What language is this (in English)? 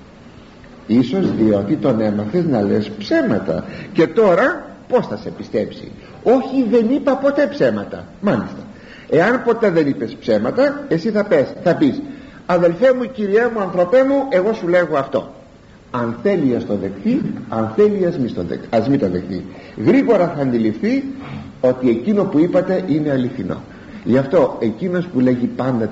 Greek